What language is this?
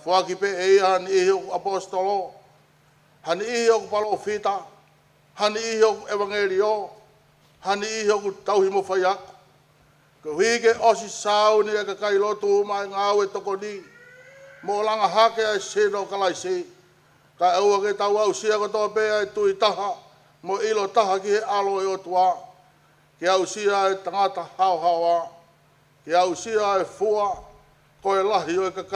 Tongan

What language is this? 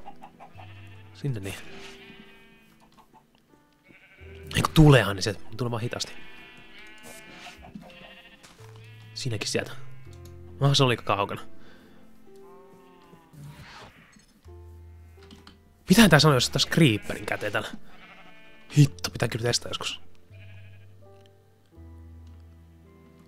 Finnish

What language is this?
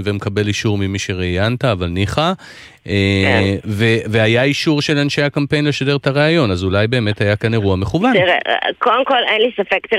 Hebrew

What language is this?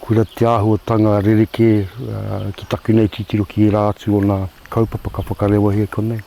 Māori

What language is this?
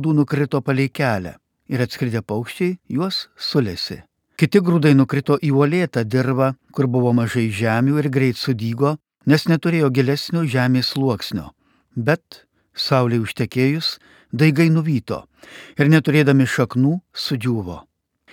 Lithuanian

